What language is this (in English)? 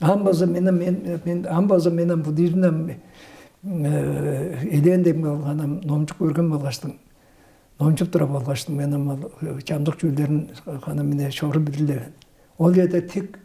Tuvinian